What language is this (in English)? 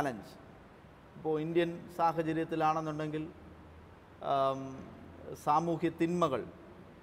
Malayalam